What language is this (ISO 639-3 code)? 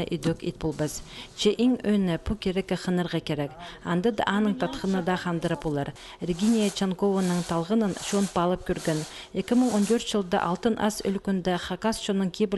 kjh